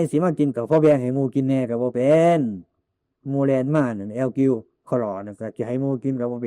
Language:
Northeastern Thai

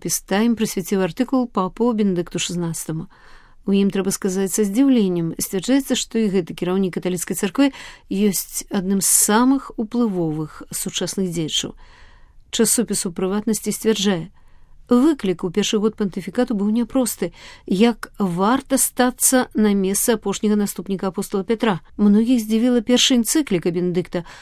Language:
Belarusian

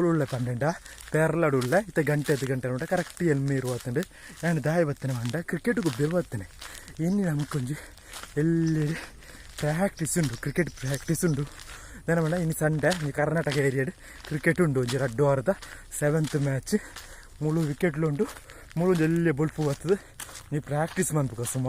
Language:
Tulu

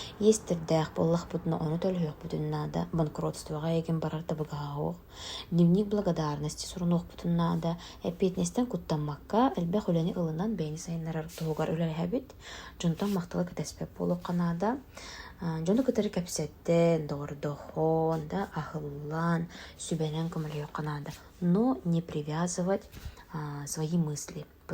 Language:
Yakut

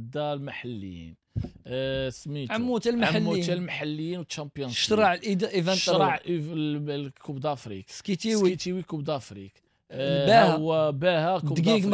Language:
Moroccan Arabic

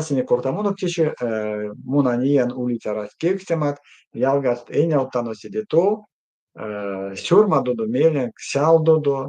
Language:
Erzya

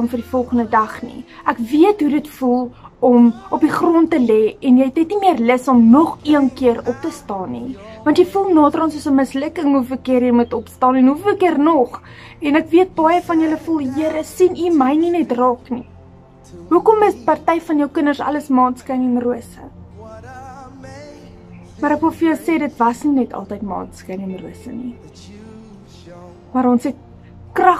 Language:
Afrikaans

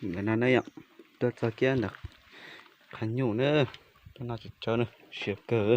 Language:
Hmong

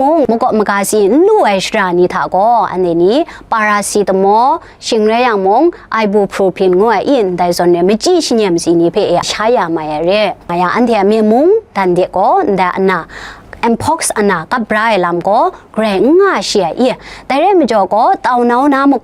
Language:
Kachin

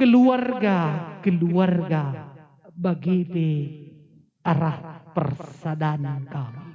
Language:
Batak Karo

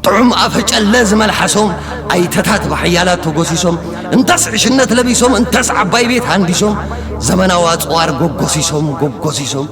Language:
Tigrinya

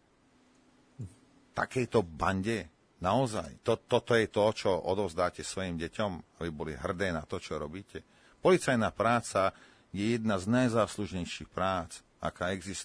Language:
Slovak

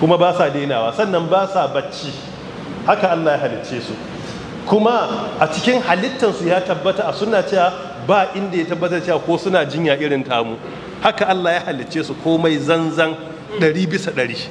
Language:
Hausa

